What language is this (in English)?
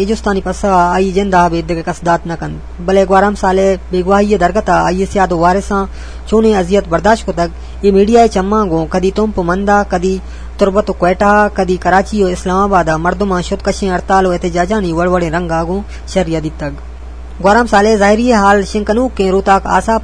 Eastern Balochi